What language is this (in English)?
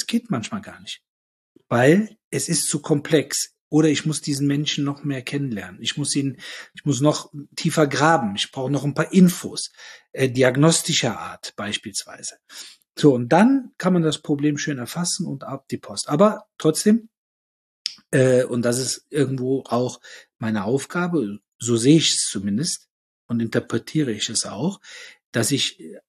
German